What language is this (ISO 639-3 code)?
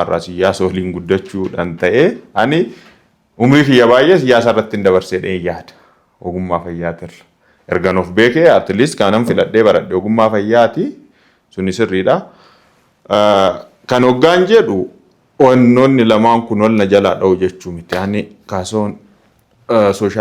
orm